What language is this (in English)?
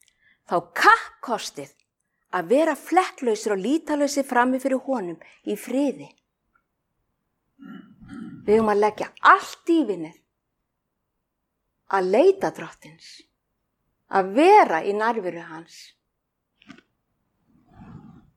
Icelandic